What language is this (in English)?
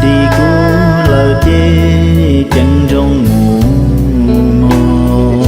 Hmong